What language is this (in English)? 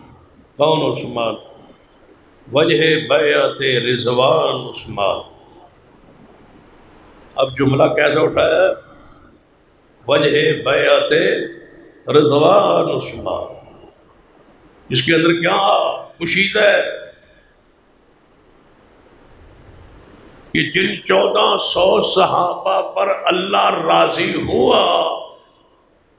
Urdu